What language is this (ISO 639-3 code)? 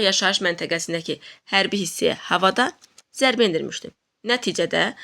aze